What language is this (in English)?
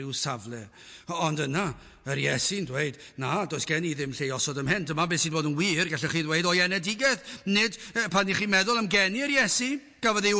Welsh